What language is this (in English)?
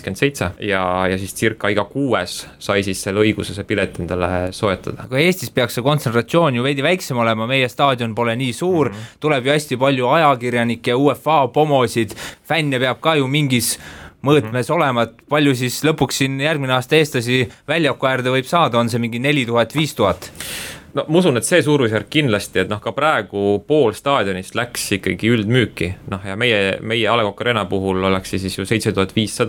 Estonian